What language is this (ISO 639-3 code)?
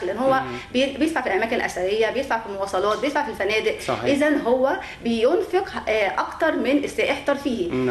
arz